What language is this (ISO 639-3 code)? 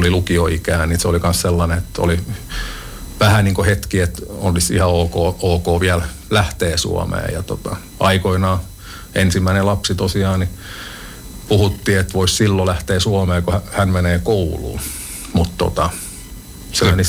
fin